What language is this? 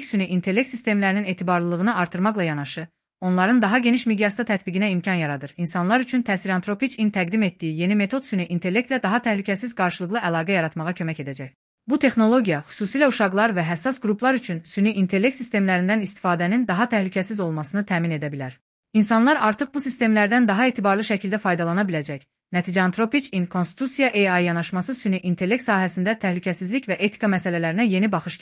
Azerbaijani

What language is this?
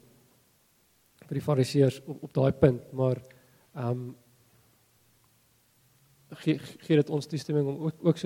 Afrikaans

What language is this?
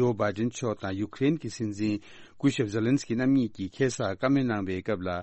Tibetan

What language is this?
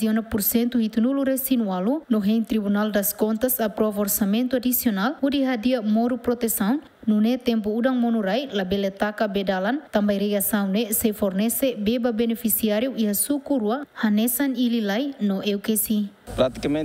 Tetum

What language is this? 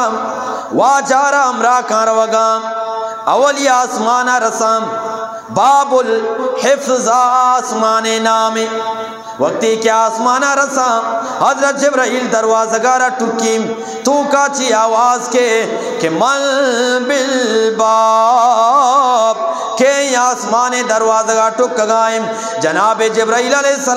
Eastern Balochi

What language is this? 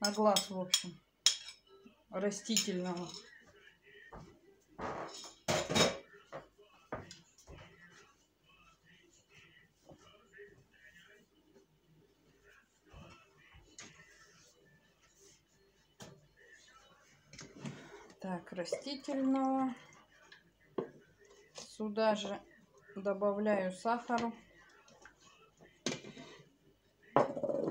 Russian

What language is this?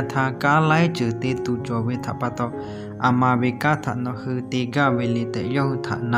Lahu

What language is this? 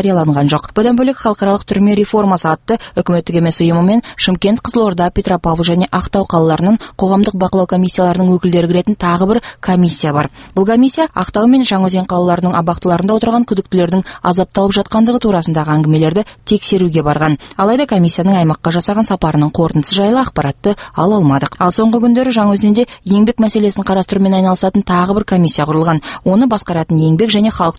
Kazakh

